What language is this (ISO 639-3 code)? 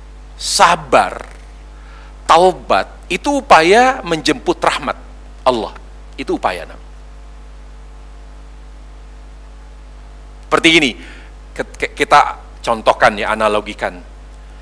ind